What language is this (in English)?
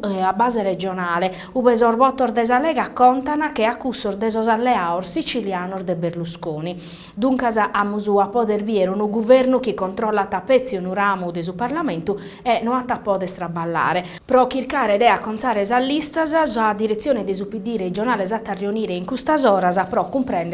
Sardinian